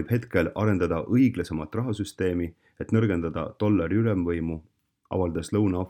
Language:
Estonian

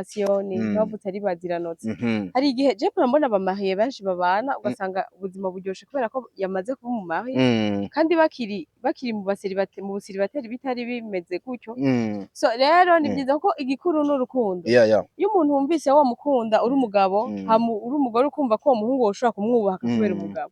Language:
Rundi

